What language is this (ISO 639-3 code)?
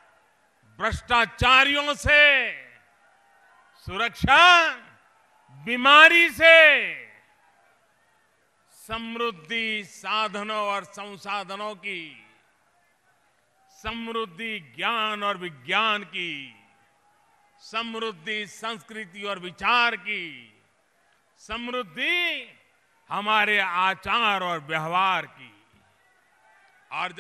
hin